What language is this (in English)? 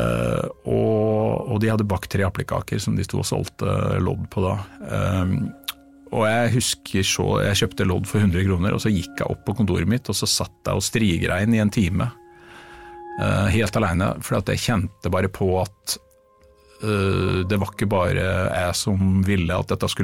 Norwegian